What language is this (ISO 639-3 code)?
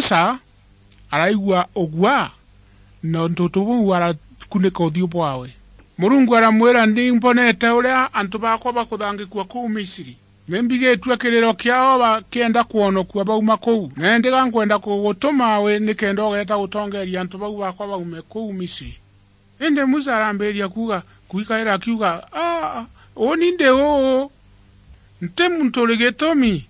mer